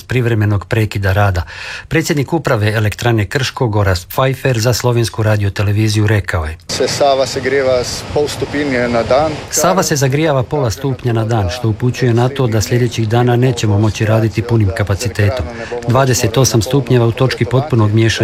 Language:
Croatian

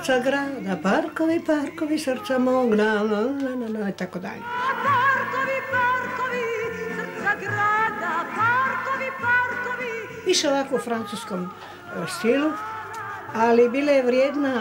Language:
Croatian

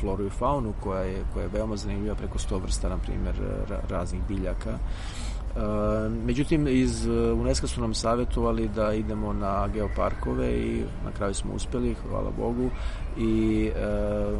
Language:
Serbian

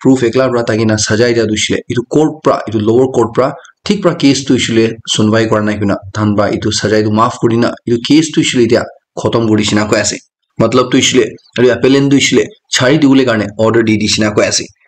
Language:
Naga Pidgin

